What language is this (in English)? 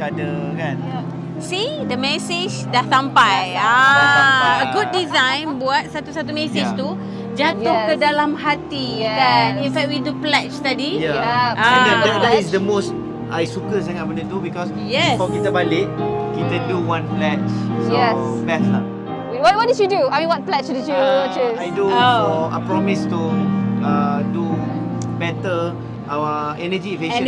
Malay